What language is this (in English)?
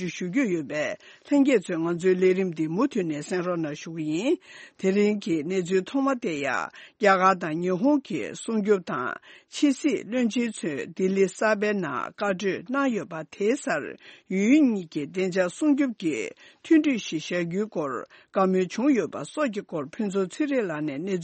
Tibetan